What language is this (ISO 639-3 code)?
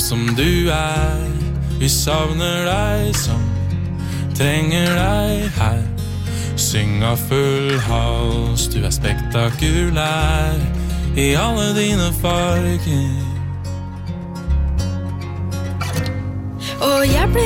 nor